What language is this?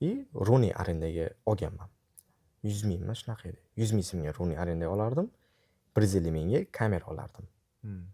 Uzbek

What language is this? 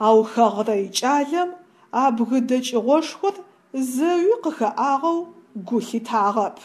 Adyghe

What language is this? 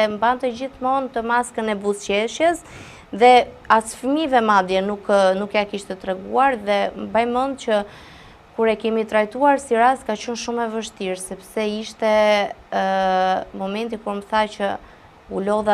Albanian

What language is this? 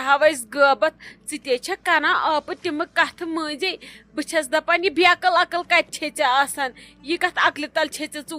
Kashmiri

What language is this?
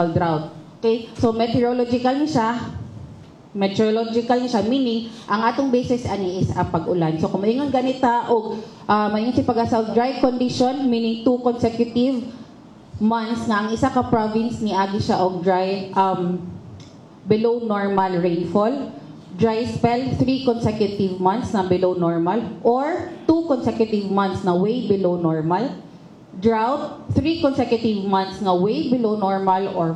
Cebuano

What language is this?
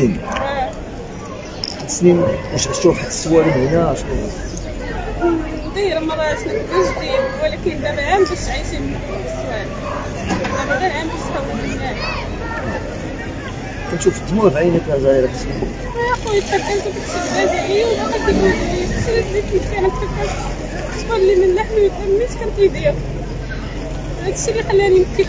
Moroccan Arabic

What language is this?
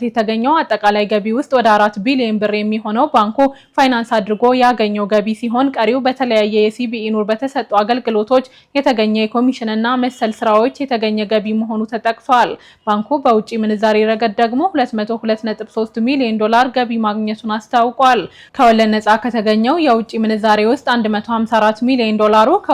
Amharic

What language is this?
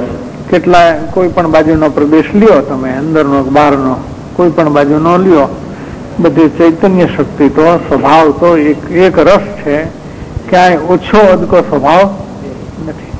Gujarati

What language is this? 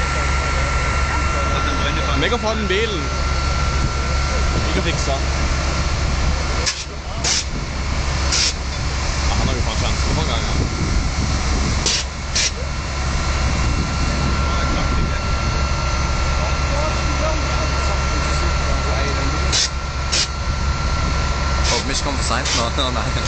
Norwegian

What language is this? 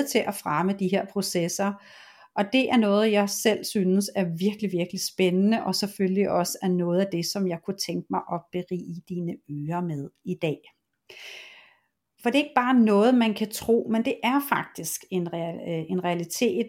Danish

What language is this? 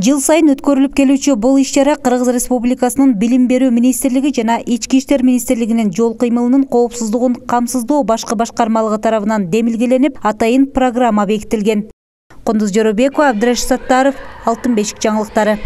Kyrgyz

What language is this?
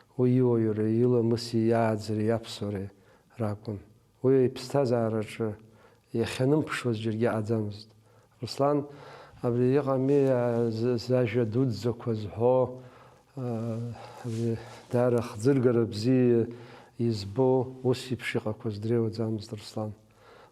Abkhazian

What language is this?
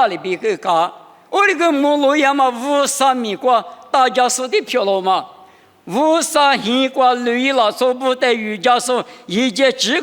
Lisu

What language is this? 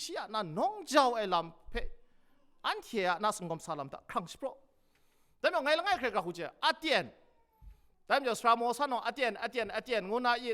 Kachin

